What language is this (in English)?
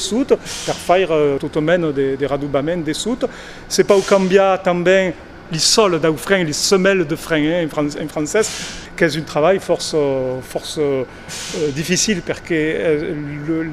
Occitan